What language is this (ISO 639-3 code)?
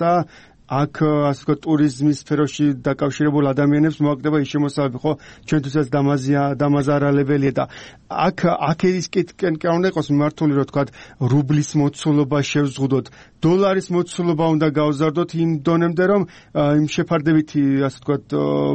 kat